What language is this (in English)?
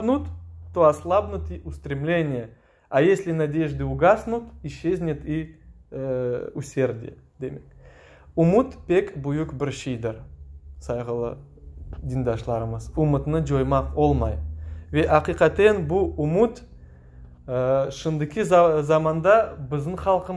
Crimean Tatar